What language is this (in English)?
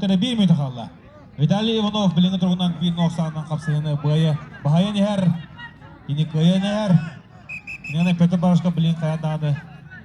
Yakut